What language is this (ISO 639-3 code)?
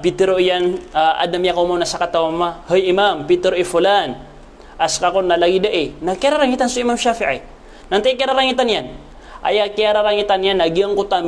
mrw